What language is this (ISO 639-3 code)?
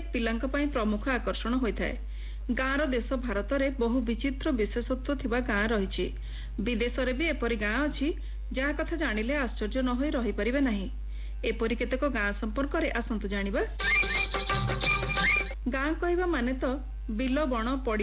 ori